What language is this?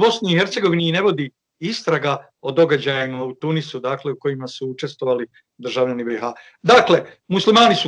Bosnian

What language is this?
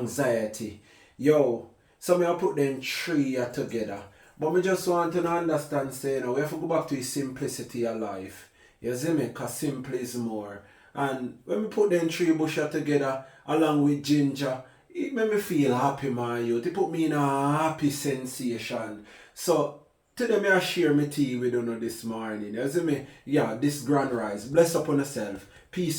Jamaican Creole English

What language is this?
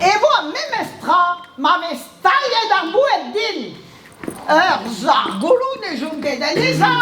Breton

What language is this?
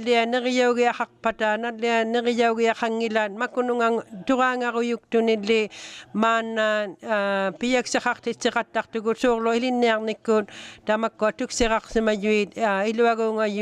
Inuktitut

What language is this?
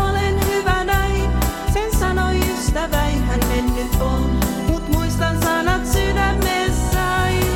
Finnish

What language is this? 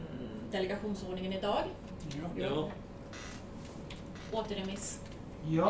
Swedish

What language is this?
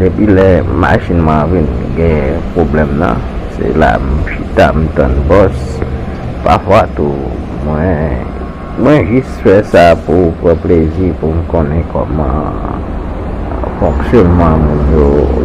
Haitian Creole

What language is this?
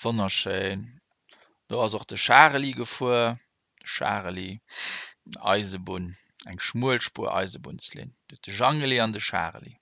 Luxembourgish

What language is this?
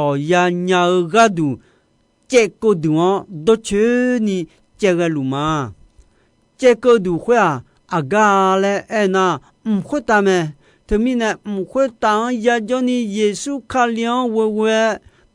Akha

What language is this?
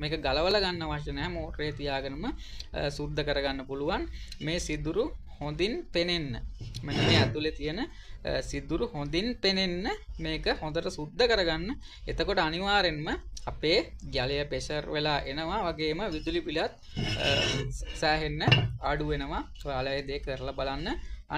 Sinhala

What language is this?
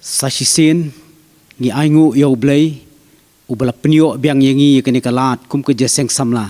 Khasi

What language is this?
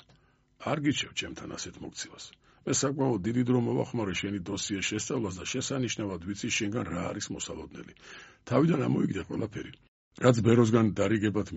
Georgian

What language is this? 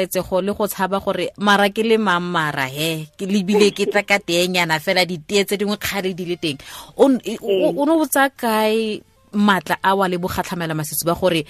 Tswana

